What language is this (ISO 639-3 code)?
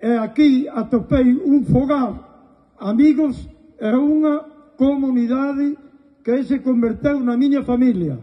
glg